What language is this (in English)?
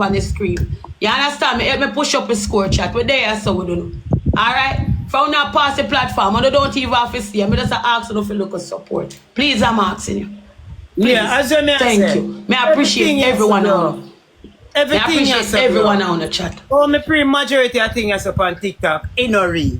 Jamaican Creole English